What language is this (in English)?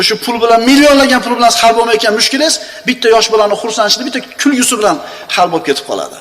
Uzbek